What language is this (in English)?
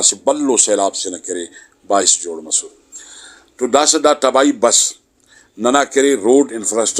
Brahui